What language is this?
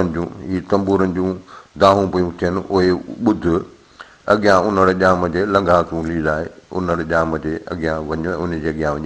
Sindhi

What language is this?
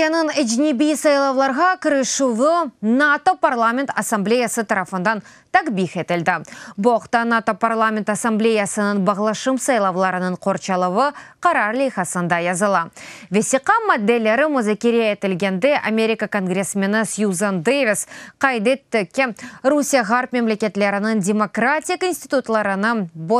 Crimean Tatar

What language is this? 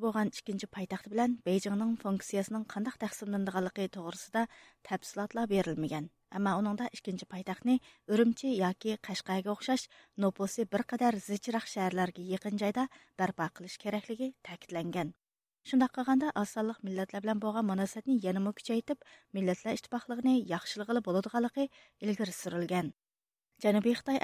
Uyghur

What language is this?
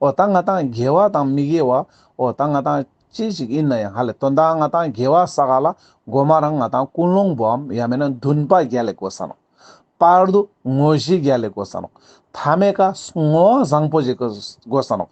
Ladakhi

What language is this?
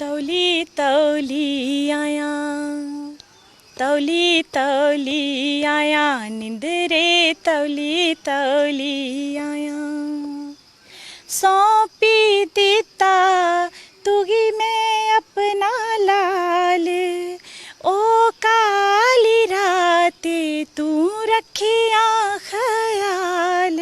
Dogri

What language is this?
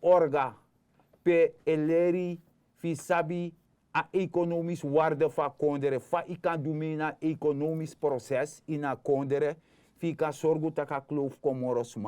Sranan Tongo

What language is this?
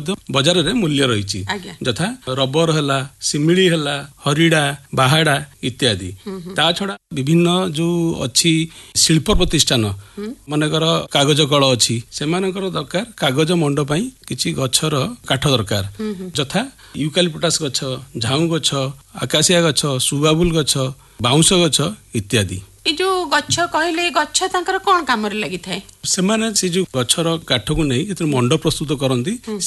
Odia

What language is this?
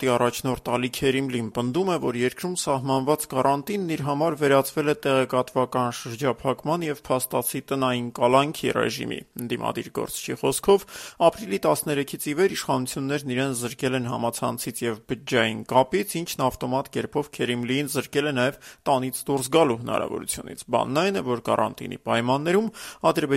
Armenian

